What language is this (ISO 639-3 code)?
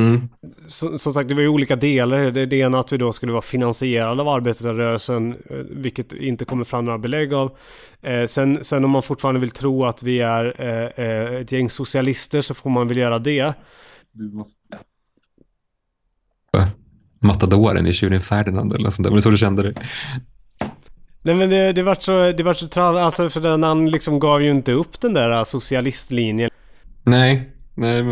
swe